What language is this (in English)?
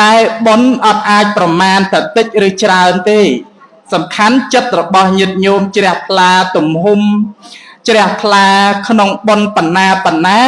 Khmer